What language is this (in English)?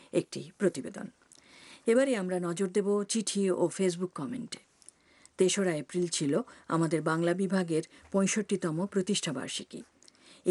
Bangla